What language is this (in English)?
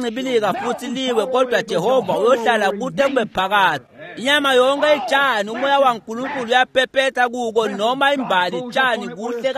Swati